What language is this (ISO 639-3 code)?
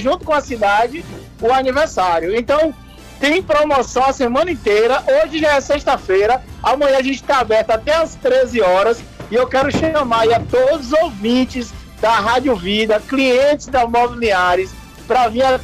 por